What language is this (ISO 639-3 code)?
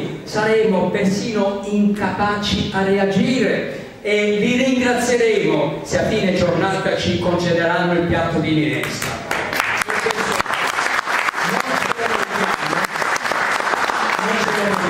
ita